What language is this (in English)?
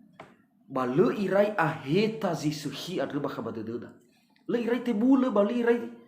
Nias